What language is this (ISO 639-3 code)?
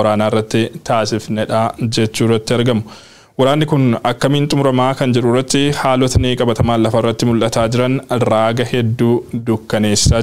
orm